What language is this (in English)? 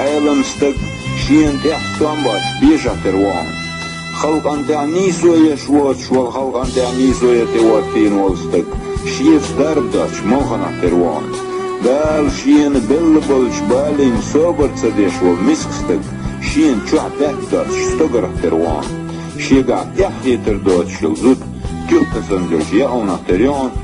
Chechen